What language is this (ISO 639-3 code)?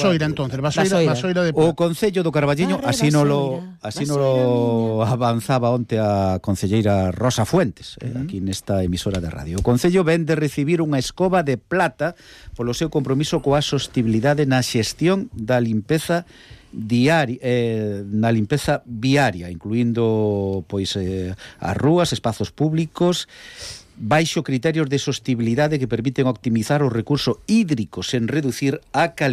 glg